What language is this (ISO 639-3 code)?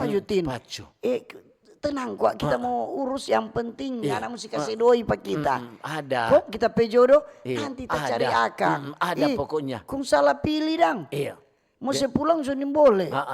xmm